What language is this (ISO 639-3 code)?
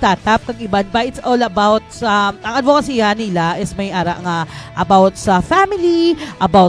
hil